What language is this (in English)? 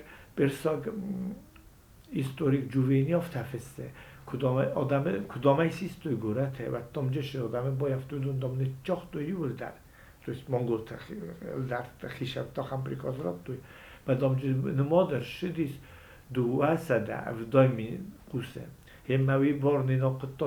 Ossetic